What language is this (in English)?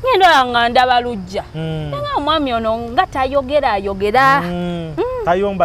Ganda